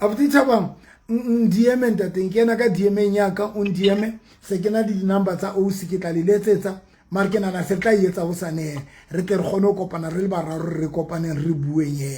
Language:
Southern Sotho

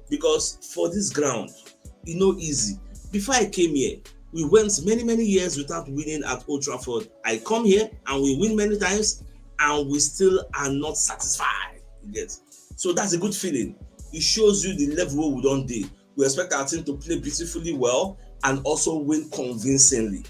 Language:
Nigerian Pidgin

